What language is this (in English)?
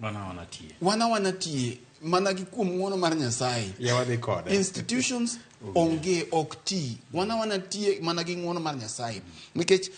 Luo (Kenya and Tanzania)